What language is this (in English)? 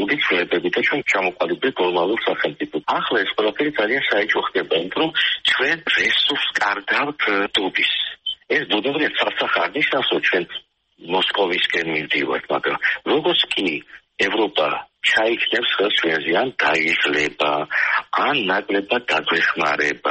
Georgian